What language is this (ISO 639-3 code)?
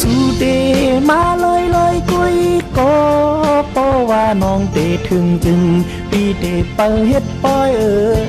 shn